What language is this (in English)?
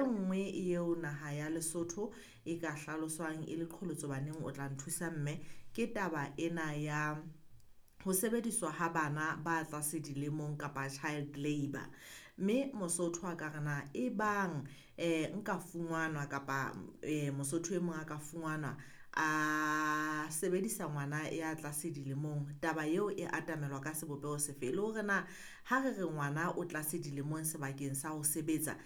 Southern Sotho